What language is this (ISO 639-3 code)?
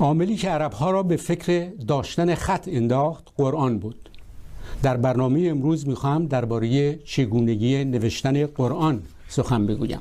fas